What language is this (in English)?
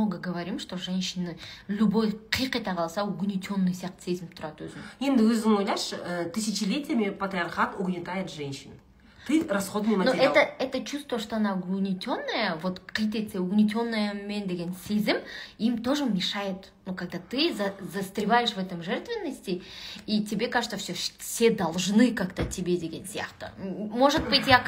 Kazakh